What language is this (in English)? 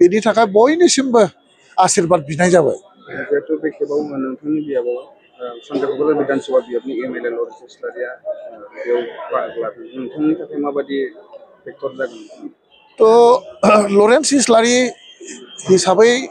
Bodo